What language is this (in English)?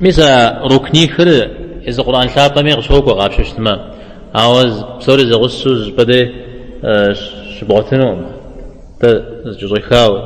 Kabardian